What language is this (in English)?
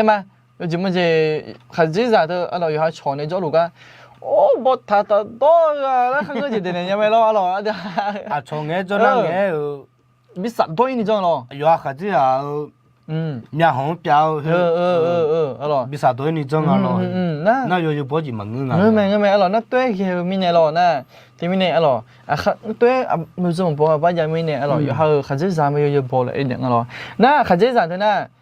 Akha